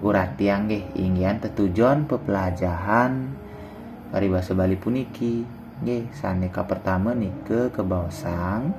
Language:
Balinese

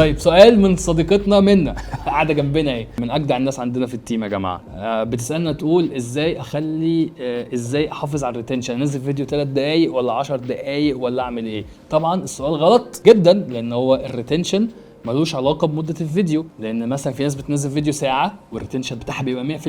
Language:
Egyptian Arabic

